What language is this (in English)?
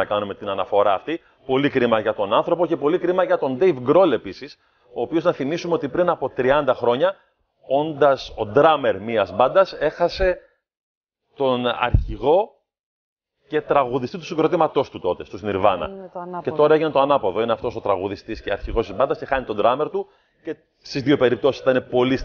Greek